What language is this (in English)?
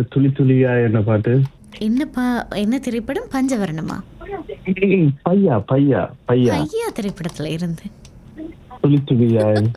Tamil